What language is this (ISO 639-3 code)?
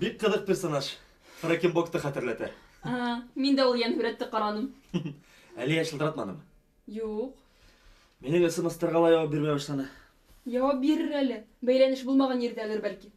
bak